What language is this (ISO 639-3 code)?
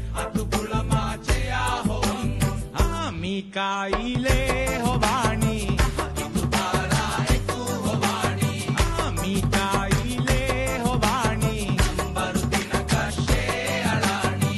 div